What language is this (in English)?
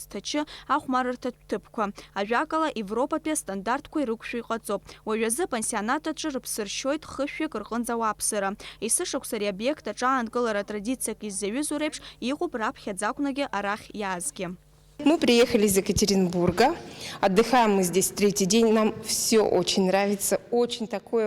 Abkhazian